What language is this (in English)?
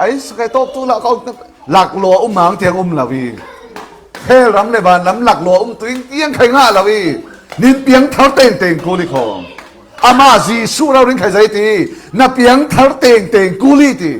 Falam Chin